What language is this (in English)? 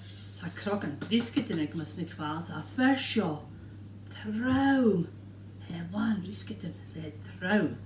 Scottish Gaelic